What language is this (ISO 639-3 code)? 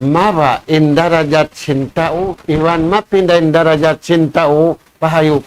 tsg